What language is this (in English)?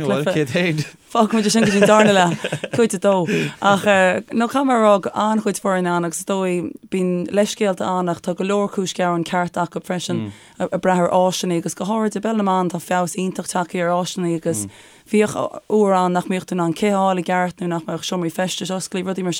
Irish